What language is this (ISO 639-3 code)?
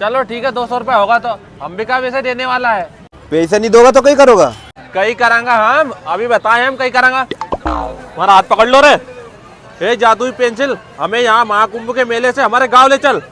raj